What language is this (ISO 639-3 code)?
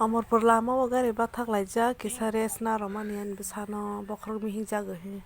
trp